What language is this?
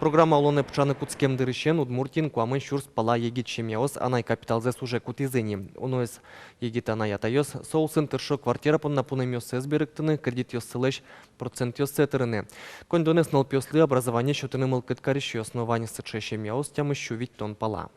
Udmurt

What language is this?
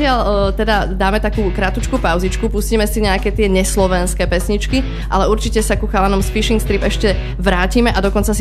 Slovak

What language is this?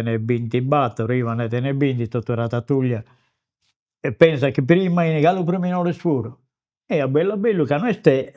Sardinian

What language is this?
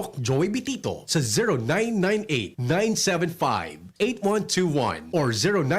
Bikol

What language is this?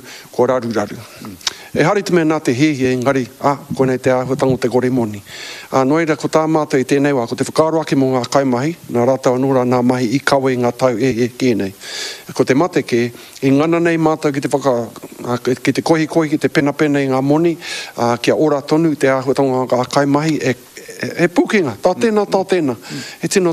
Māori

